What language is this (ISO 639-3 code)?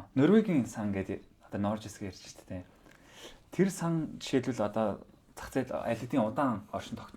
mon